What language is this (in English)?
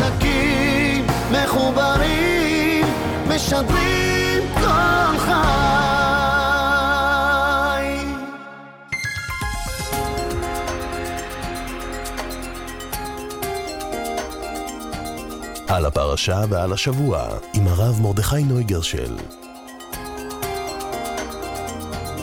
Hebrew